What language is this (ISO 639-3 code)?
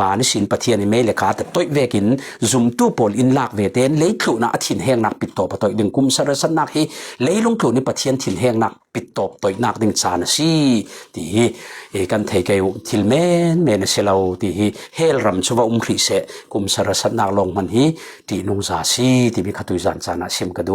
cfm